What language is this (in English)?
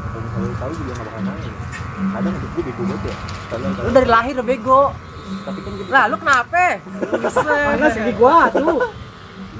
Betawi